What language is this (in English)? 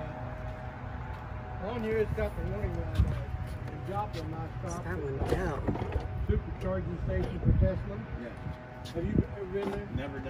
English